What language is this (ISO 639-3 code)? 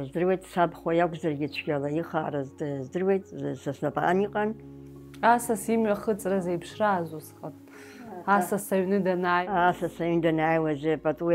abk